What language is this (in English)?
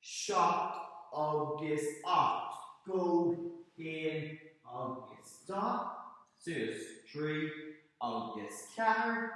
Irish